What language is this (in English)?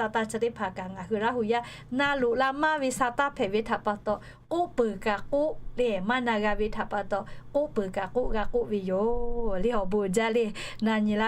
Lahu